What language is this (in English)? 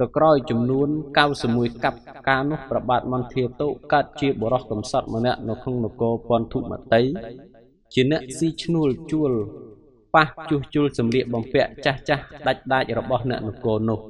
Khmer